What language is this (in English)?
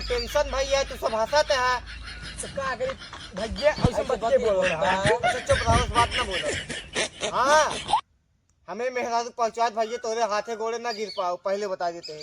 Awadhi